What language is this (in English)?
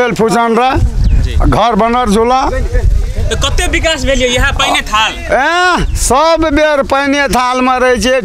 Maithili